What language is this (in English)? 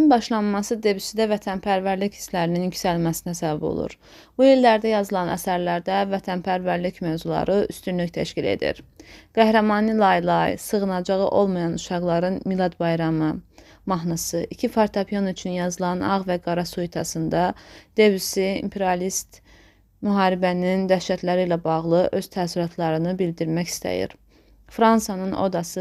Azerbaijani